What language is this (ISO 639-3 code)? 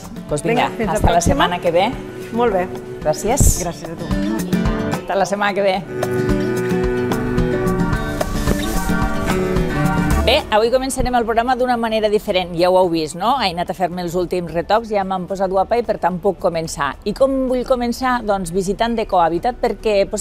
cat